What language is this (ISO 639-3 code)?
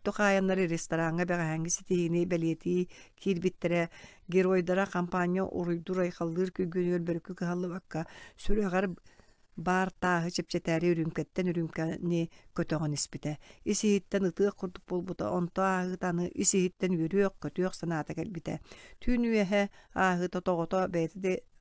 sah